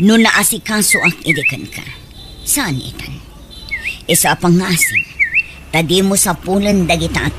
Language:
Iloko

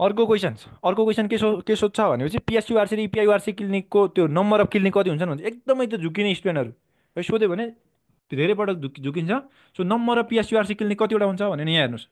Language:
Nepali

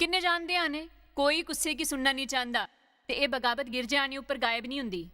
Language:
Dogri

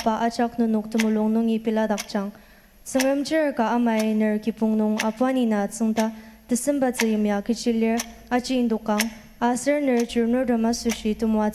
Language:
Ao Naga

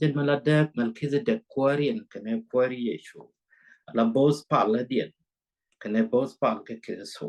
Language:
Nuer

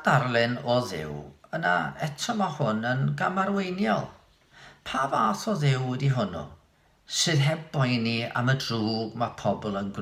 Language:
Welsh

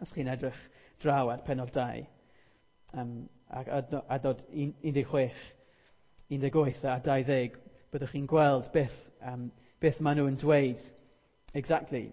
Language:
Welsh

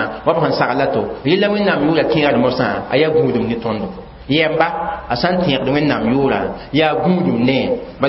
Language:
Mossi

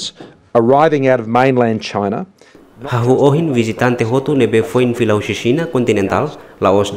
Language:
Tetum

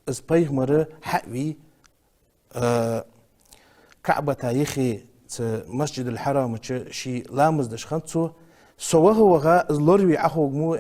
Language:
Ingush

